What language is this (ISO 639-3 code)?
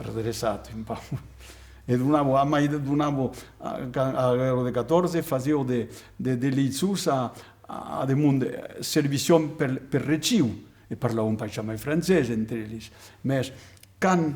oci